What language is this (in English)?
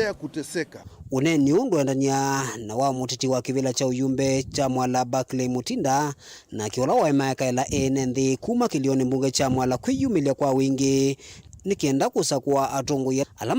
Kamba